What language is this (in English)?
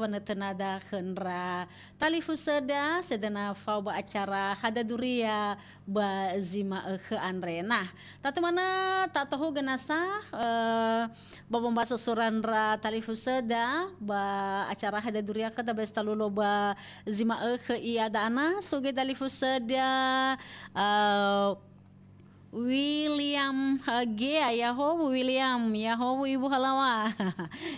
Nias